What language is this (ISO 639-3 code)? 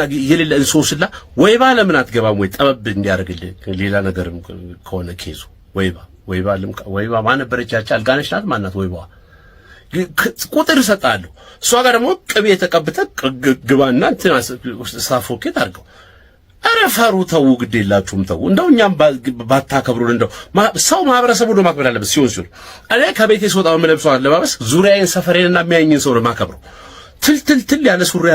amh